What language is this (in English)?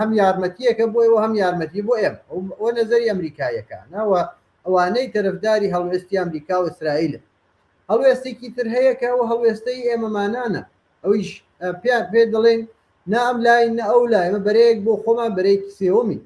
Central Kurdish